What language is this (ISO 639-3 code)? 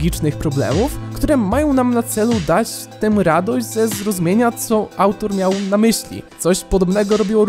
pol